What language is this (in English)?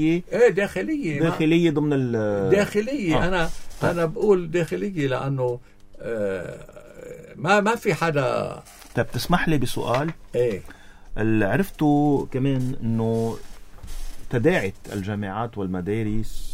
North Levantine Arabic